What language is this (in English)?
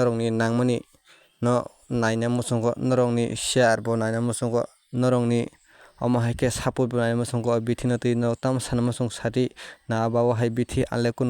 Kok Borok